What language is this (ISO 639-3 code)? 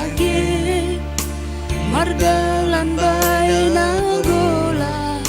bts